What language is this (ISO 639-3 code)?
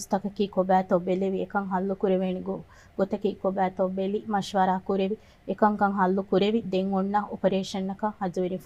div